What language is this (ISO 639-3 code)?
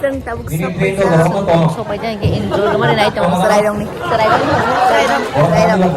trp